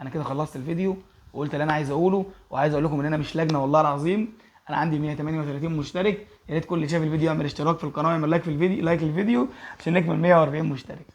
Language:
Egyptian Arabic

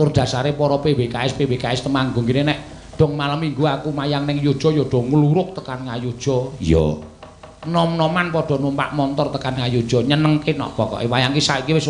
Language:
Javanese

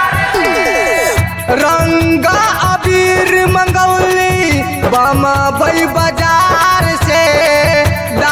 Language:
Bhojpuri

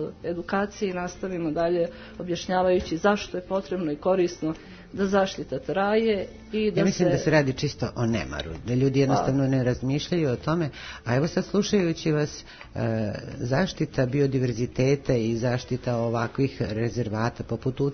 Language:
Serbian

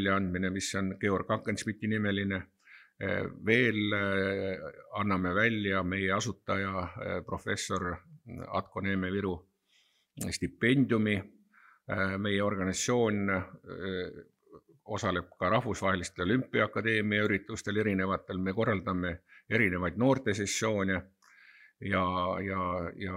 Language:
Estonian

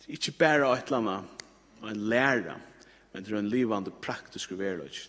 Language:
Faroese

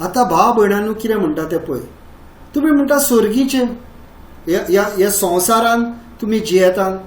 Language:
Konkani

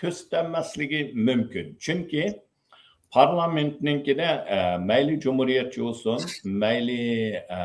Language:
Uyghur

